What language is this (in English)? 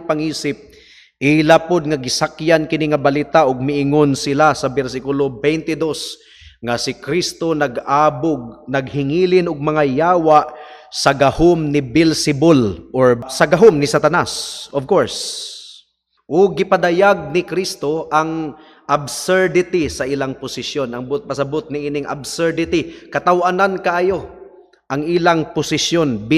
Cebuano